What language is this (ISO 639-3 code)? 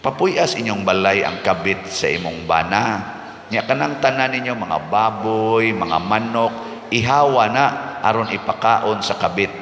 ceb